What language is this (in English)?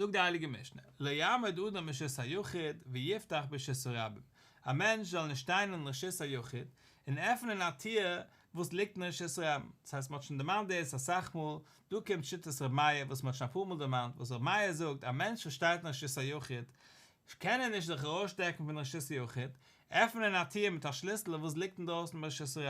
Yiddish